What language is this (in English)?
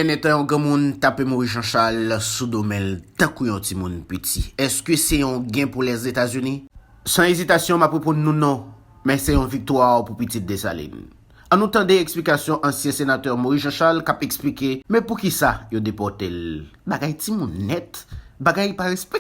Haitian Creole